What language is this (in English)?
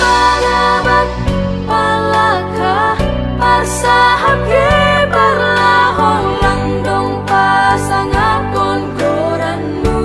Batak Simalungun